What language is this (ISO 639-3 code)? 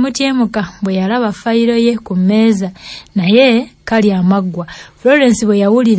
lug